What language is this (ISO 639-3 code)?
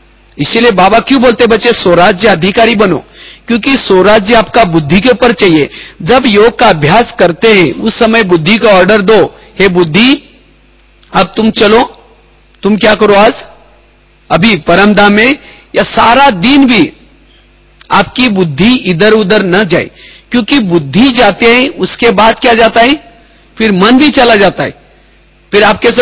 hin